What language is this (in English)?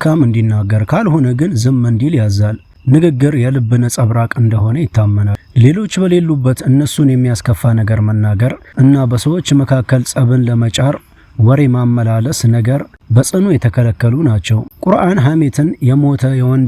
Amharic